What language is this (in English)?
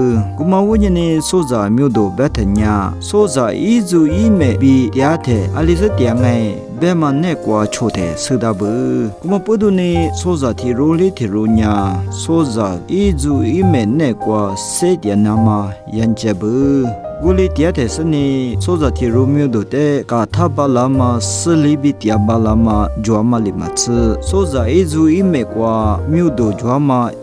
Lisu